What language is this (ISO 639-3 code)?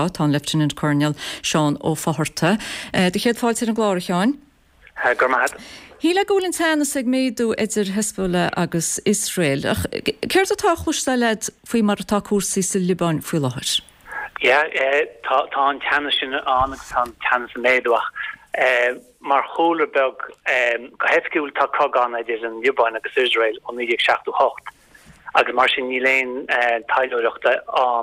gle